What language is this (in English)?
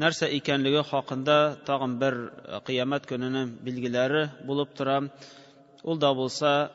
Tatar